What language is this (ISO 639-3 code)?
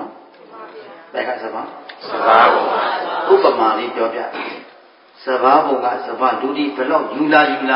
mya